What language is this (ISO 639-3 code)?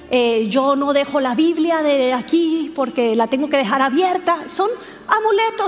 spa